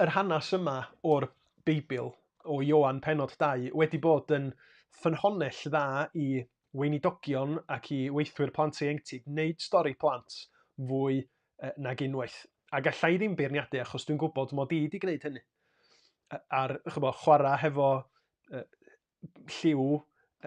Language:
Welsh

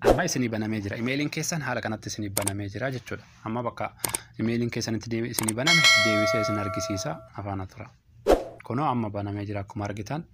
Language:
Oromo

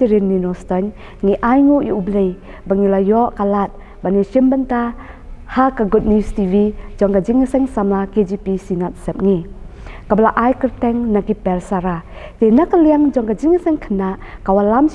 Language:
Khasi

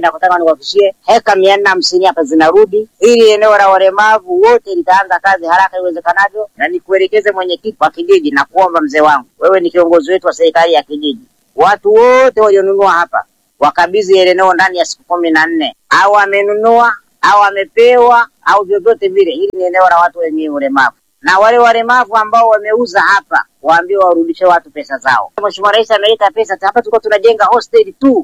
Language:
Swahili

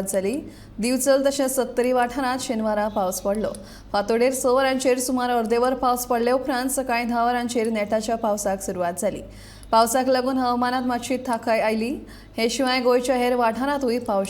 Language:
Konkani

